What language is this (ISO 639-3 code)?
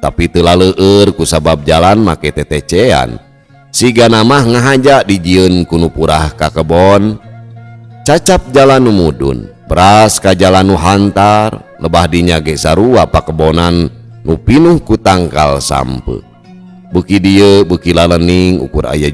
sun